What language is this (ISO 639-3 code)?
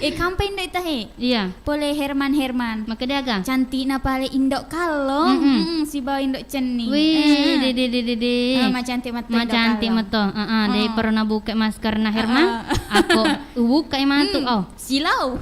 bug